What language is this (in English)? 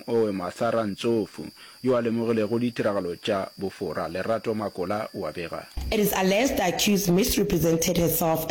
Northern Sotho